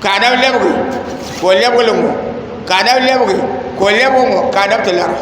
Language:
Dagbani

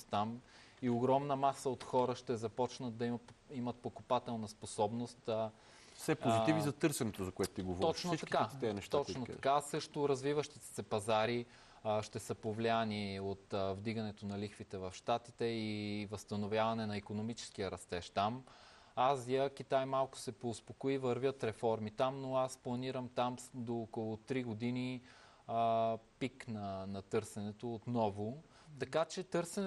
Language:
Bulgarian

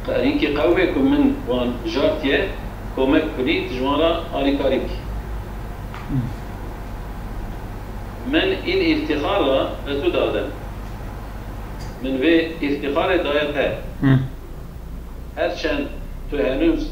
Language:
Kurdish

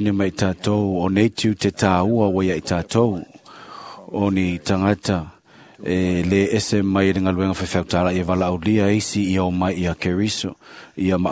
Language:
Samoan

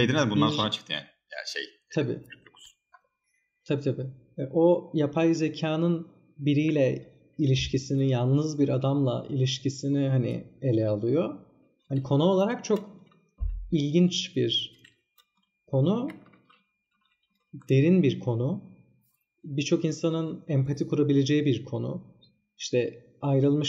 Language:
Turkish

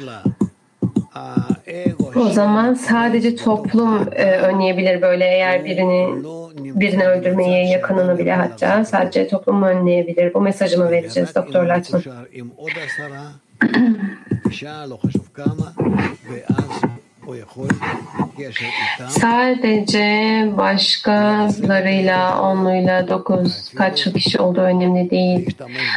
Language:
Turkish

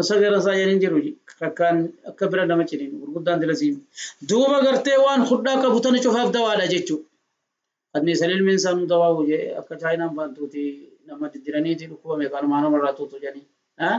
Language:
Oromo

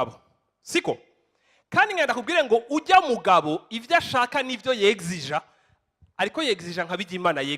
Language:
Rundi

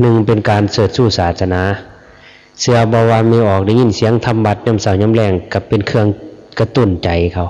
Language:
Lao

